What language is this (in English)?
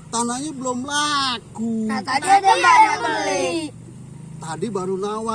Betawi